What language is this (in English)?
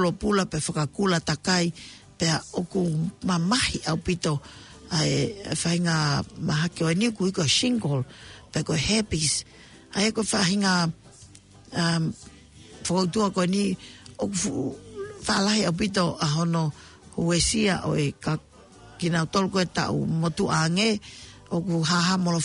Tongan